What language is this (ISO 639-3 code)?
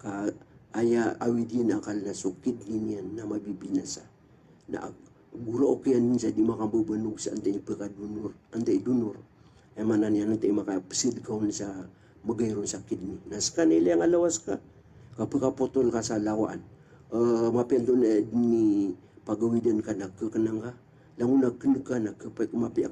mrw